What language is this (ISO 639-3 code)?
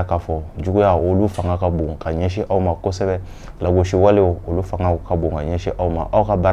bam